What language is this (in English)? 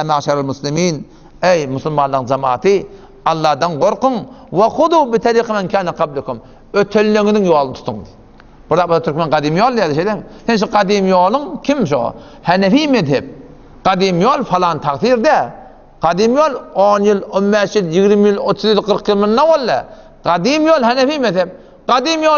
Turkmen